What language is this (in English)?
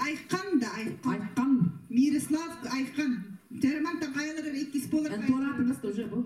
Yakut